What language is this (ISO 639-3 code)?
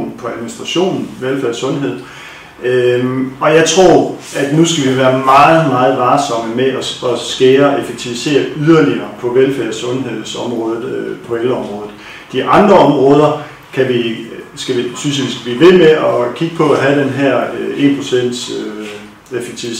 dan